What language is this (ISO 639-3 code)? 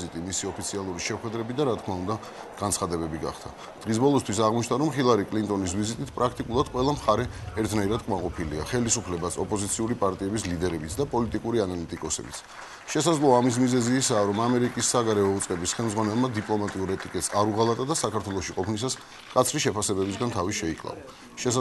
kat